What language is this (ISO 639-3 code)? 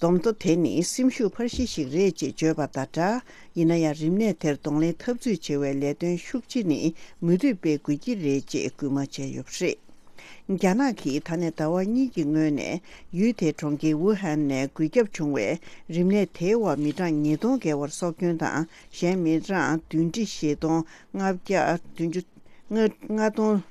bod